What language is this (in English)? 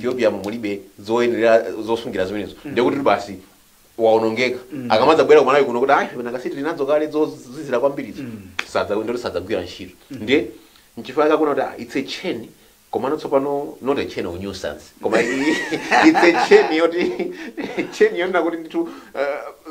Nyanja